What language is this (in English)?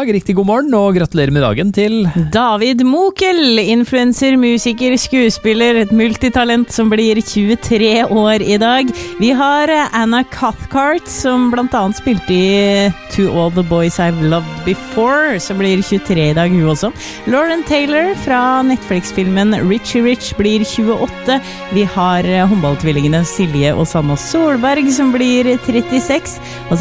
Norwegian